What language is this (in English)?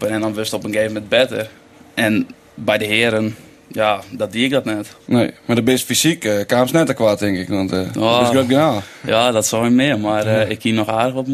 Western Frisian